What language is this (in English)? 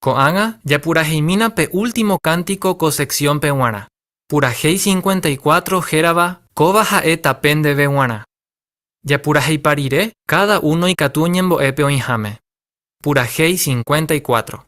Guarani